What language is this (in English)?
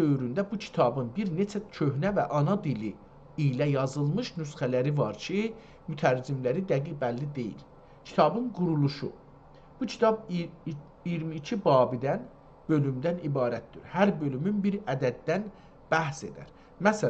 South Azerbaijani